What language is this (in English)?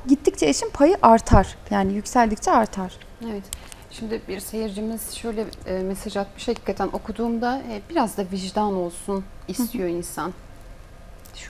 Turkish